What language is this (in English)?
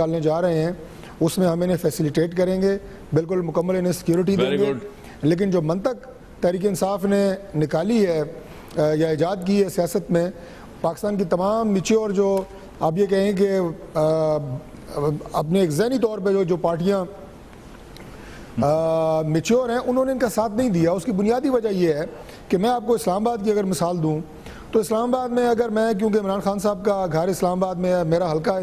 Urdu